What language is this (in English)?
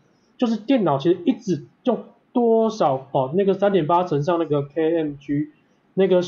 Chinese